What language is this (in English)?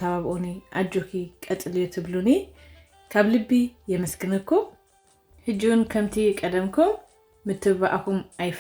Tigrinya